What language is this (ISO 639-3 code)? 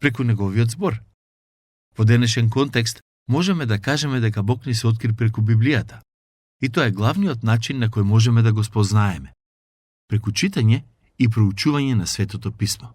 mkd